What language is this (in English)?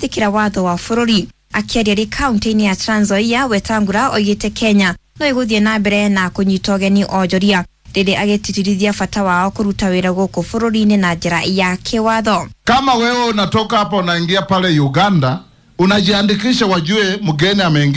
Kikuyu